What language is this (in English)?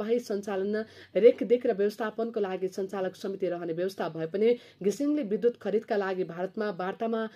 Nepali